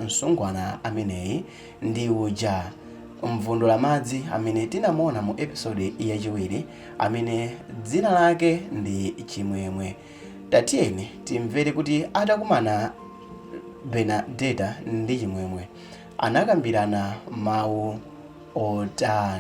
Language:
Nyanja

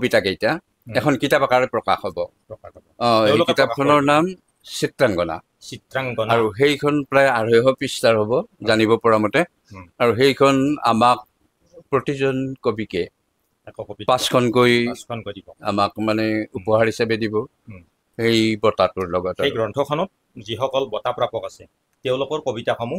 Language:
Assamese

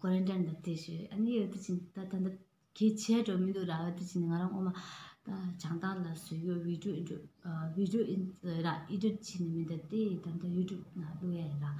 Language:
Tibetan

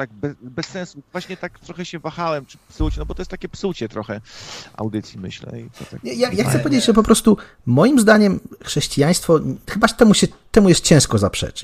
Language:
Polish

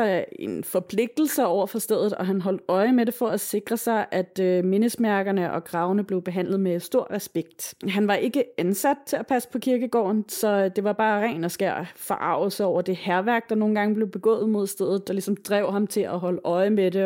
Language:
Danish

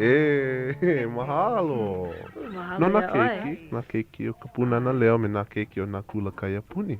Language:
Hawaiian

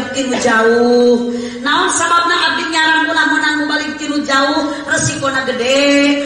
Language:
Sundanese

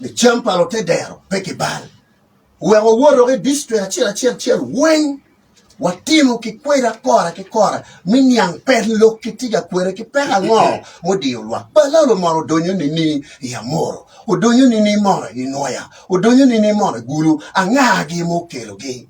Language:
Acoli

